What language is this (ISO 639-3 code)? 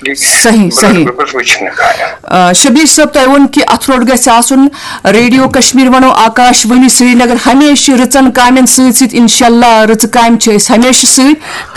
kas